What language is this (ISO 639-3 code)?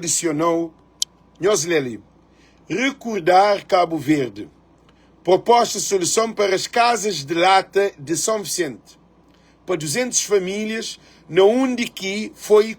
kea